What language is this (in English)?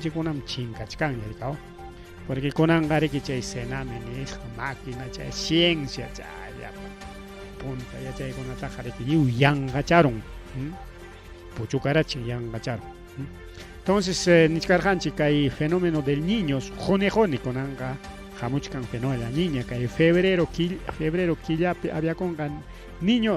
Ayacucho Quechua